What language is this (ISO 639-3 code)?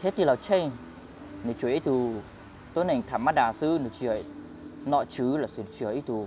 hmn